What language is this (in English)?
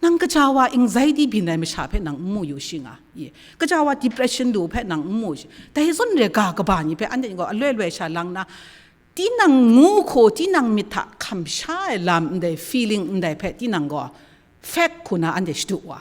Kachin